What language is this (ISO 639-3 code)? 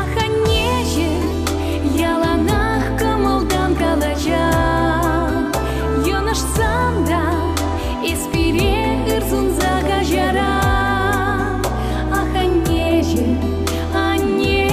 chv